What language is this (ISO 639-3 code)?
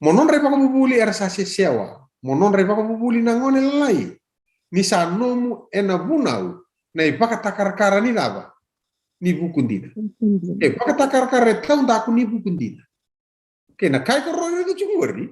fij